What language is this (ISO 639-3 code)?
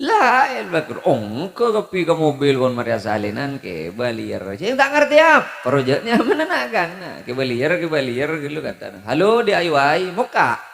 mad